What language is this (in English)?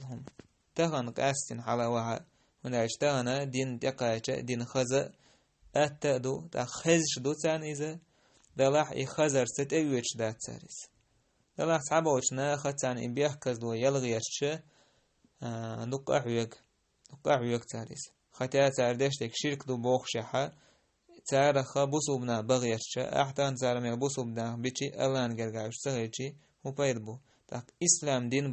Chechen